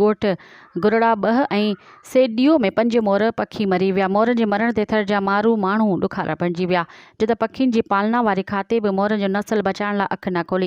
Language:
Sindhi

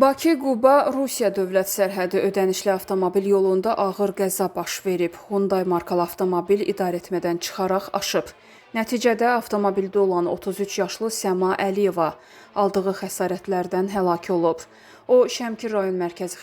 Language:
Azerbaijani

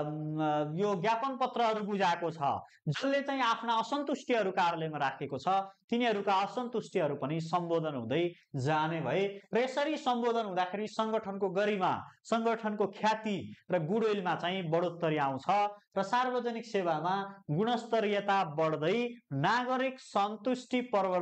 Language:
Nepali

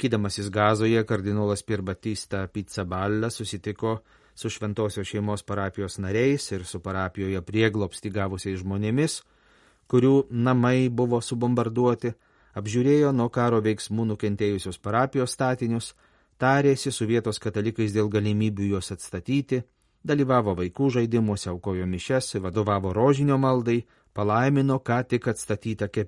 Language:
Lithuanian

